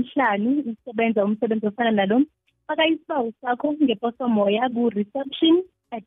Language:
South Ndebele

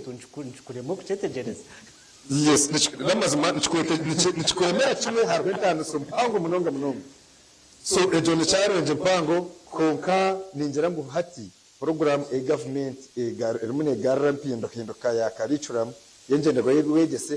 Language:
Nyankole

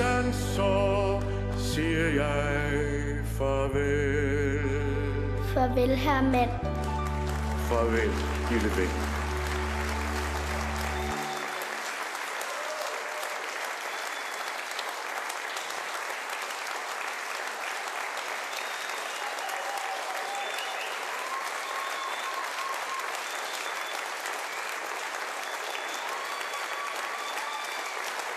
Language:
Danish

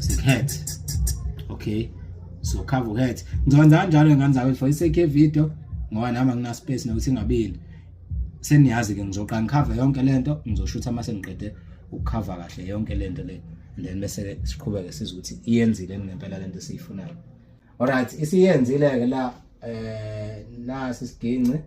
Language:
Zulu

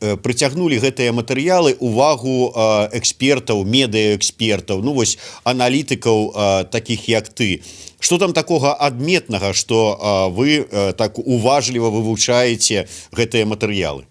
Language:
Belarusian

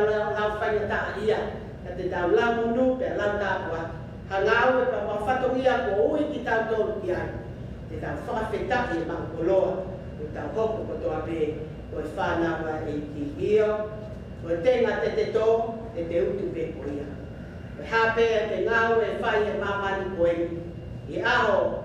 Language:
Tongan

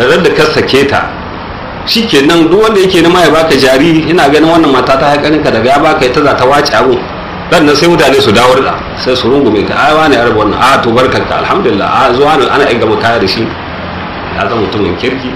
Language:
Hausa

